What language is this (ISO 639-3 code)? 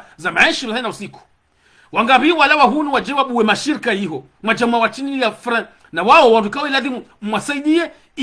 zdj